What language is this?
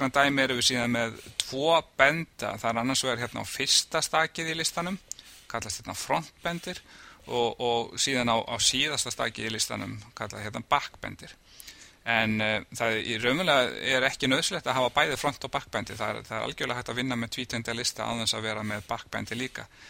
Icelandic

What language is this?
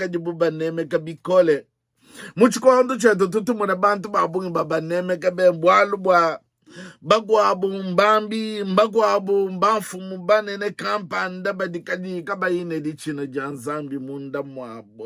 Luba-Lulua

